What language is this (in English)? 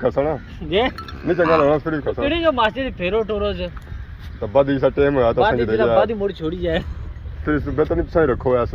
Pahari-Potwari